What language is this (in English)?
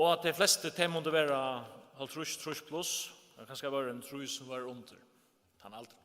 Faroese